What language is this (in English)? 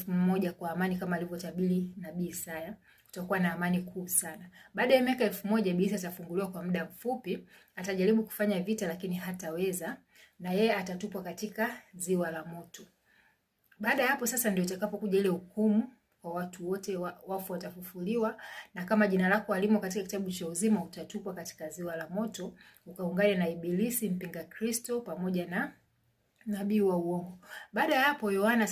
Swahili